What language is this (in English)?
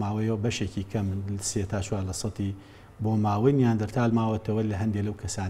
Central Kurdish